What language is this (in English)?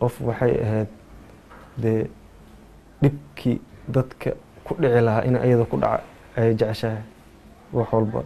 Somali